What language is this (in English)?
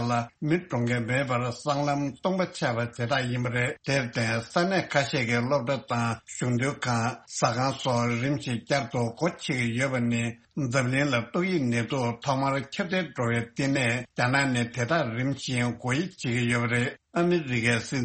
Tibetan